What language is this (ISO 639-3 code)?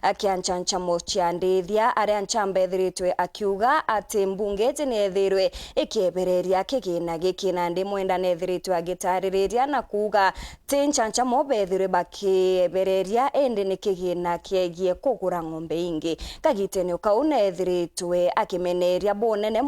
mer